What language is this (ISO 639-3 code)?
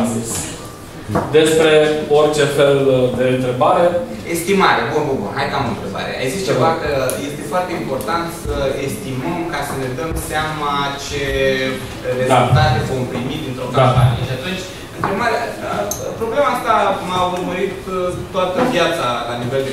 ron